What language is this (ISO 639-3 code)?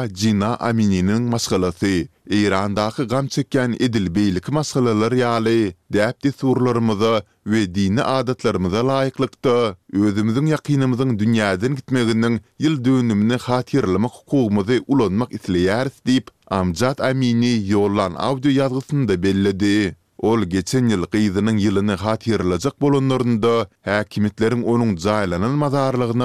tuk